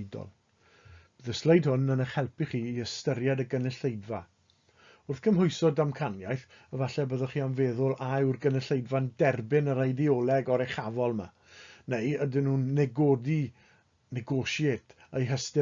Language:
Welsh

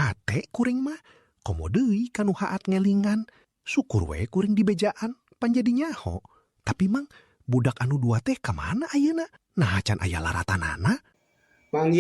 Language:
Sundanese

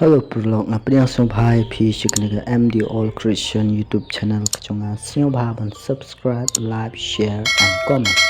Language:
Khasi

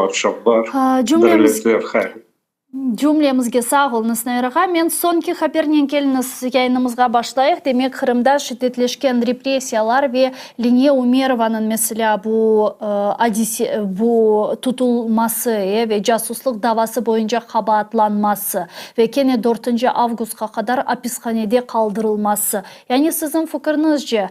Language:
Crimean Tatar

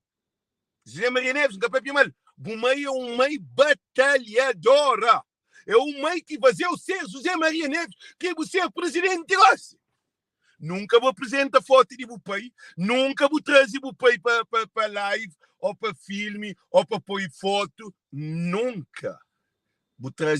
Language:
Kabuverdianu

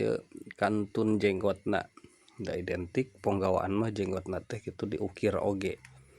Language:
Sundanese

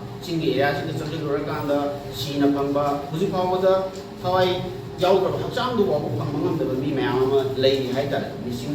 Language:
Manipuri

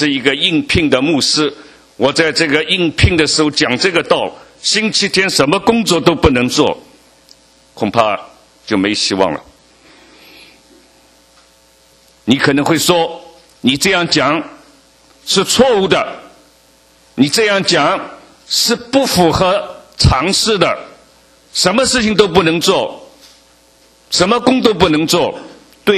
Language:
Chinese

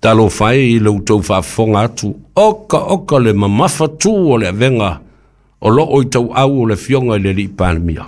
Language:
Samoan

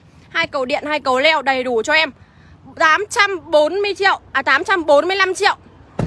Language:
Vietnamese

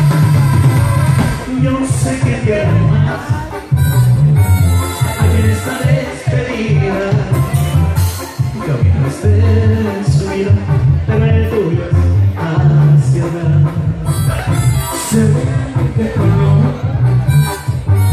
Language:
Spanish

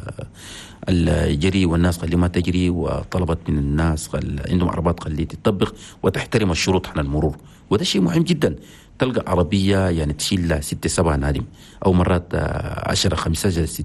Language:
Chadian Arabic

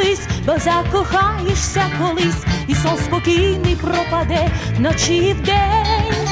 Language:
Ukrainian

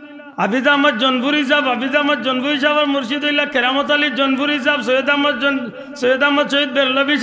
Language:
Sylheti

